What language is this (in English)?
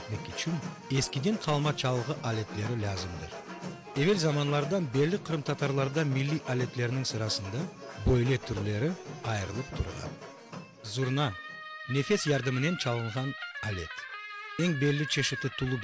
Crimean Tatar